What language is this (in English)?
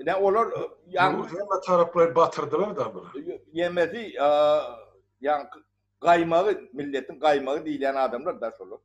Turkmen